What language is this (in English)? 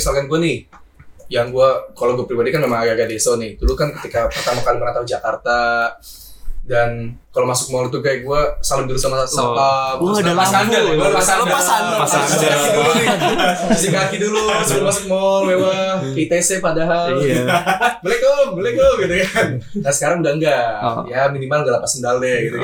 Indonesian